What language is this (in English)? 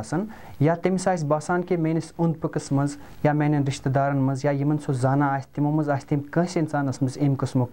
Kashmiri